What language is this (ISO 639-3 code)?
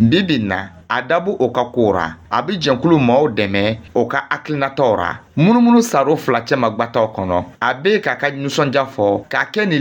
dyu